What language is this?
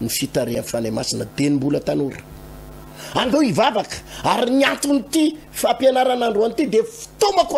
Malagasy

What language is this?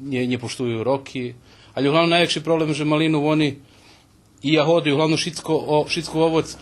Rusyn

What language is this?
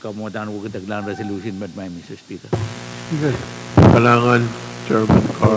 Pohnpeian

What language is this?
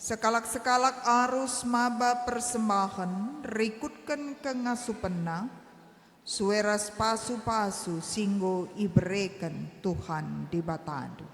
Batak Karo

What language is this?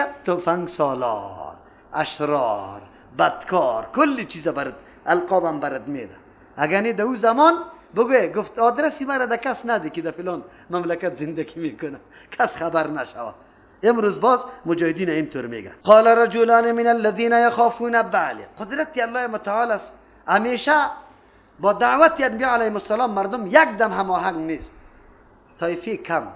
Persian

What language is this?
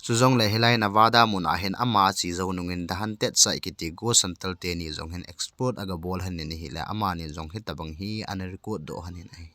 Thado Chin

